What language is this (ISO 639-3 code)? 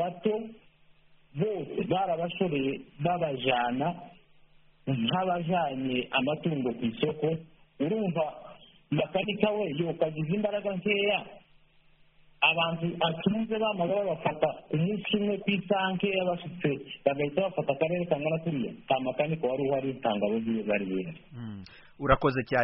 kin